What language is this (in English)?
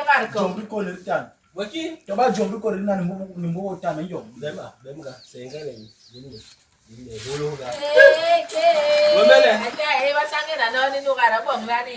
Basaa